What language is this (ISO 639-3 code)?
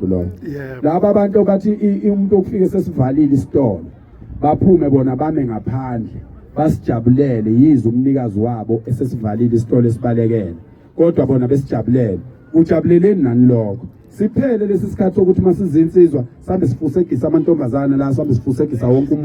zul